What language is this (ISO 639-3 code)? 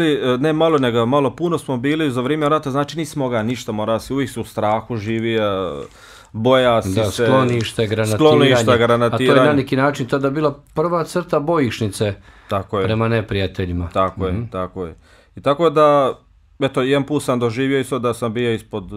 bos